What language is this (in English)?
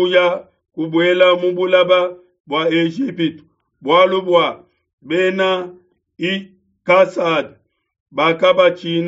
Luba-Lulua